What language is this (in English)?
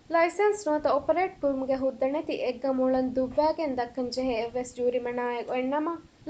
Divehi